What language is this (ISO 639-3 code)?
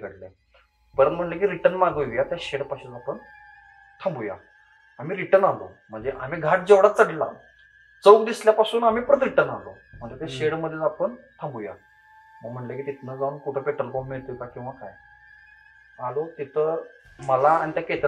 mar